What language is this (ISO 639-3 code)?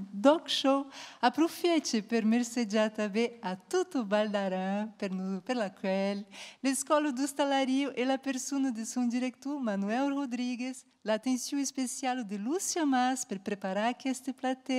oci